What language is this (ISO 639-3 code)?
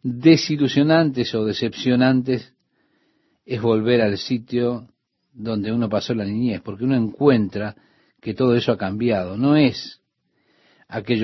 spa